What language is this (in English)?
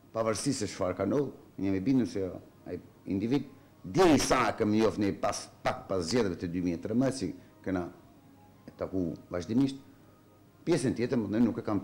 Albanian